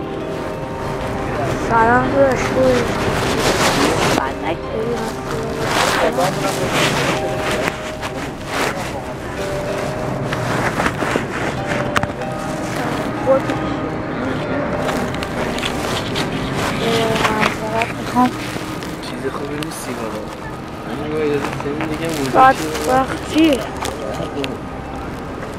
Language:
Persian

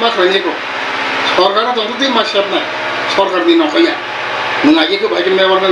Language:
Kok Borok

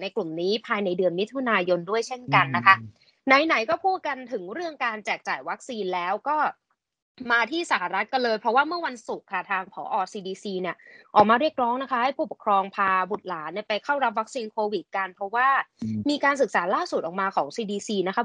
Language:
Thai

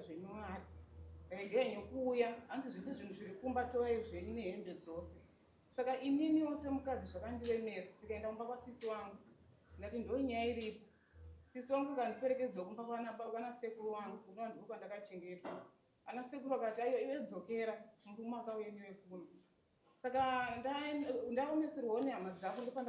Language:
Shona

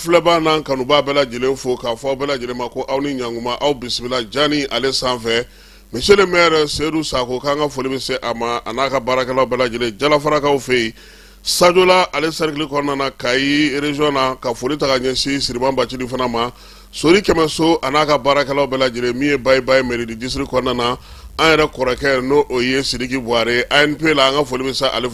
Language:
Bambara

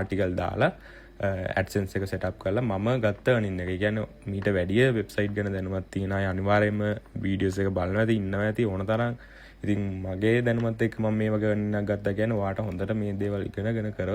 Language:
Sinhala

